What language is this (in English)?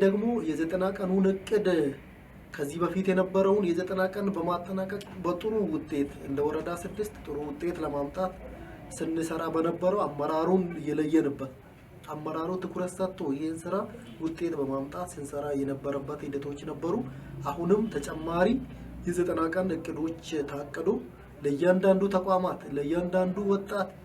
Amharic